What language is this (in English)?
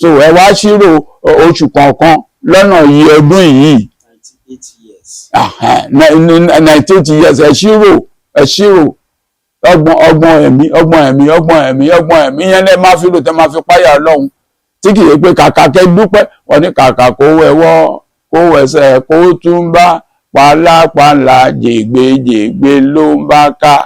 Yoruba